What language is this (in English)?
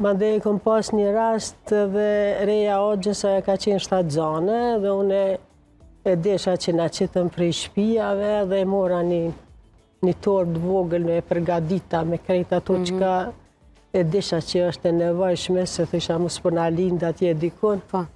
Albanian